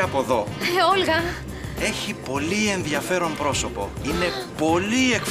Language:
Greek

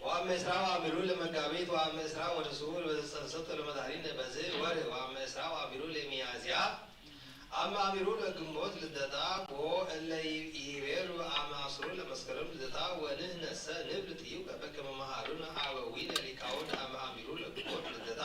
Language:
Geez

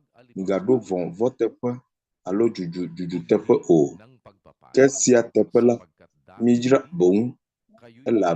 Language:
Ewe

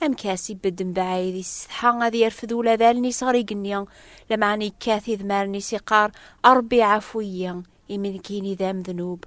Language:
Kabyle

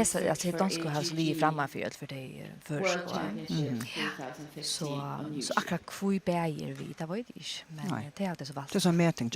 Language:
Faroese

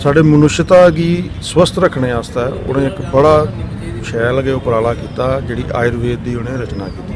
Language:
Dogri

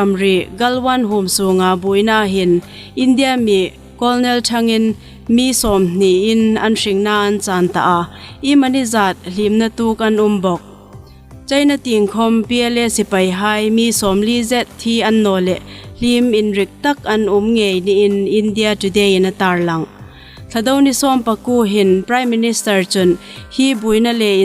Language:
Hmar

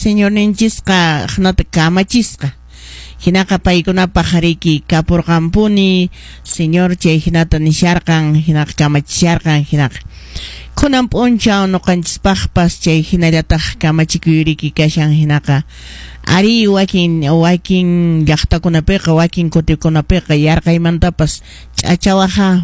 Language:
Quechua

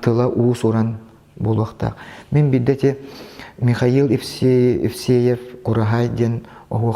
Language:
Yakut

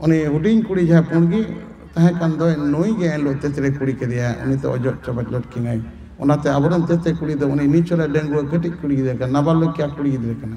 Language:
Santali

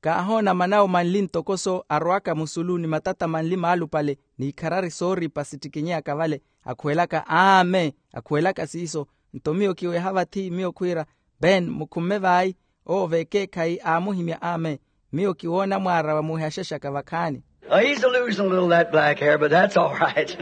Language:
Makhuwa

